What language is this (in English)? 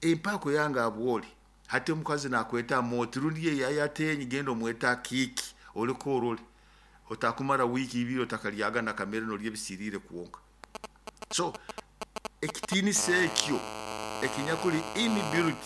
Nyoro